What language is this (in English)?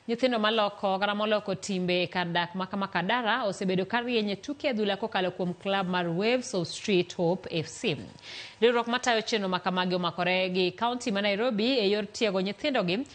Luo (Kenya and Tanzania)